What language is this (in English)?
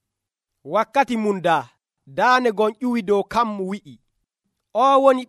Nigerian Fulfulde